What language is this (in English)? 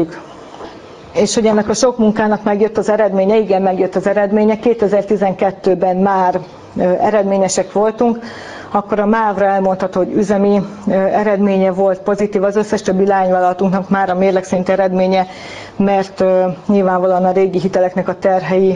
Hungarian